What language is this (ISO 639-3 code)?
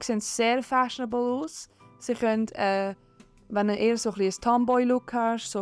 gsw